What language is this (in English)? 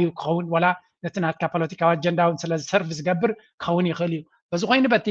Tigrinya